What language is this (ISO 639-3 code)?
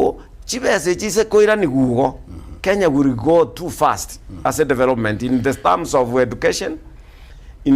guz